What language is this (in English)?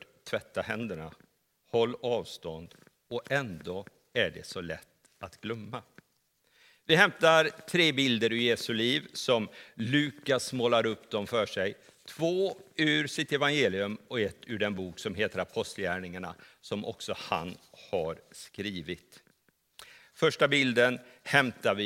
Swedish